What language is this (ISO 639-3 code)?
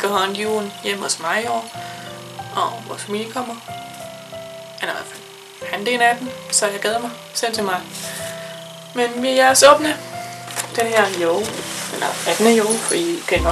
dan